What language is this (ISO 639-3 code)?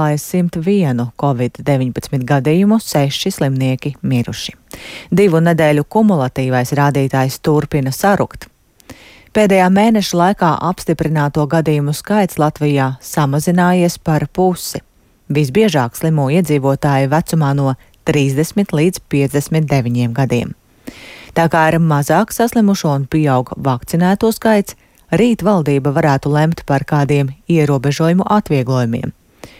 lav